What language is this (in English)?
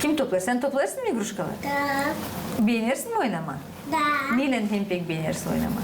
Gagauz